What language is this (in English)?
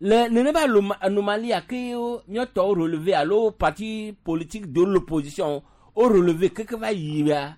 Gen